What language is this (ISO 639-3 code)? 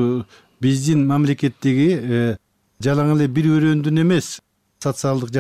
kir